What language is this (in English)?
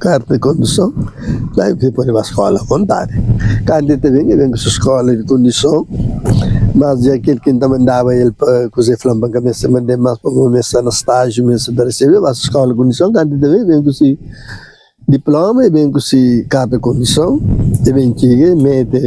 Kabuverdianu